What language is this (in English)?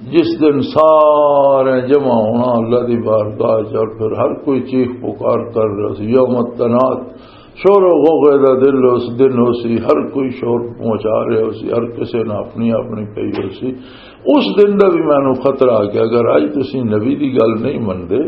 Western Panjabi